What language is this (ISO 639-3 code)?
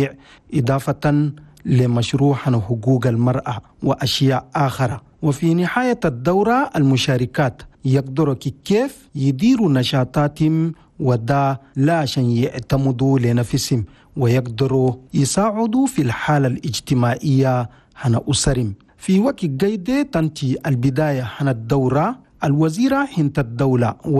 shu